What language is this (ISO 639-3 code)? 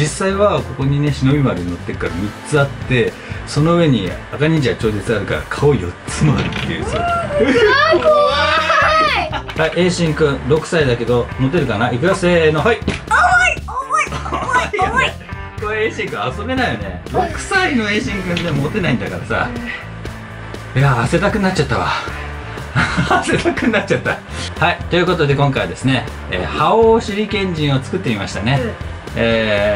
jpn